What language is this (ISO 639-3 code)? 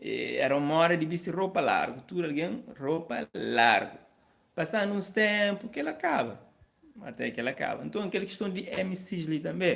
kea